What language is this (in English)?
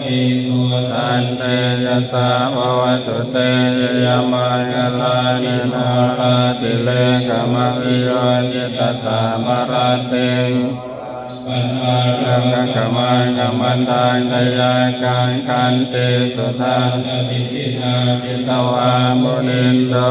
Pali